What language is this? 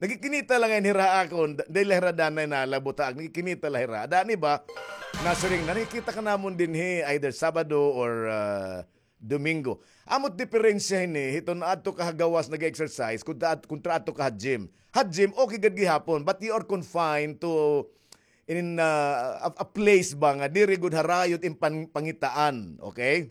Waray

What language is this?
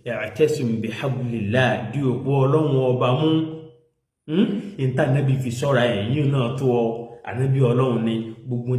Yoruba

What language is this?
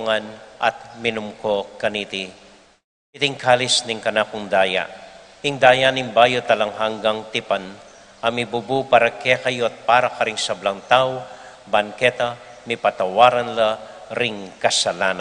Pampanga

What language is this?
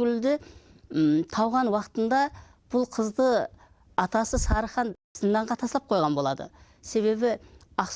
Kara-Kalpak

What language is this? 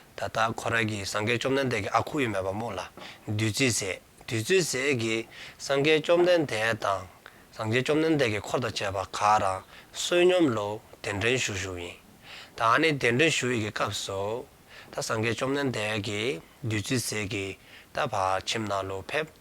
Dzongkha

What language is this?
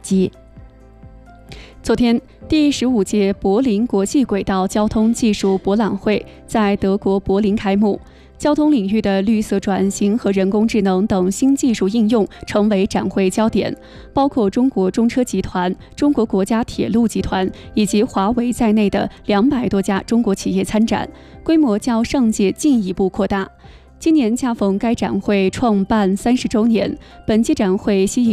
Chinese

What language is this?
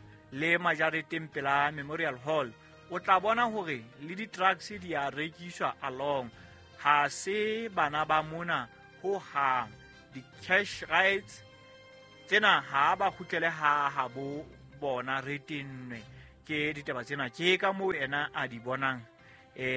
Southern Sotho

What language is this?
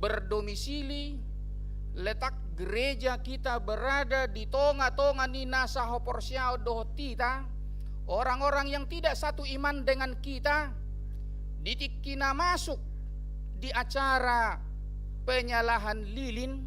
Batak Toba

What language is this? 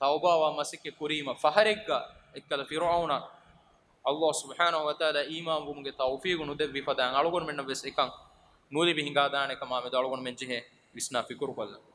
Divehi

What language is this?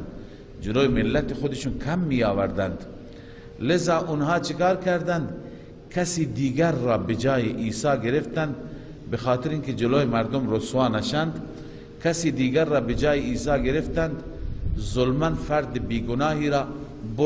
Persian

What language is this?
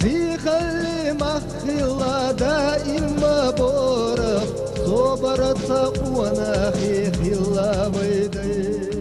Chechen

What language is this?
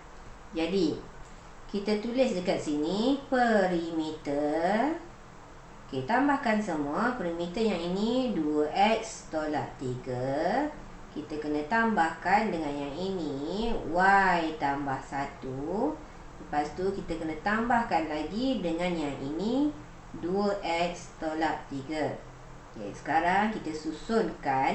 Malay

